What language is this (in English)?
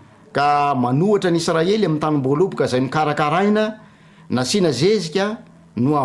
Malagasy